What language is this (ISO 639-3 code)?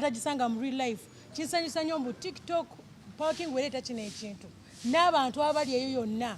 lug